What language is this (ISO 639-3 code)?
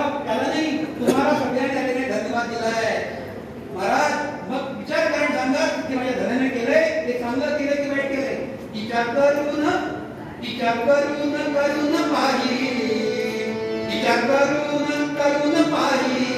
mar